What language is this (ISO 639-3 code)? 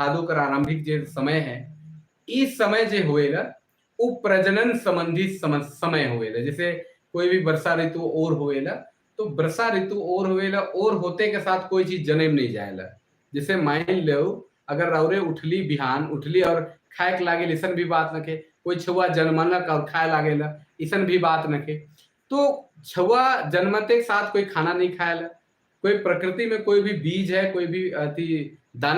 sck